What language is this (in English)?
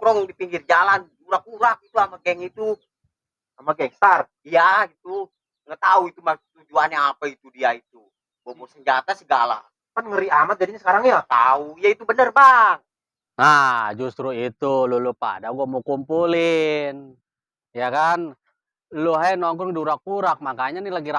Betawi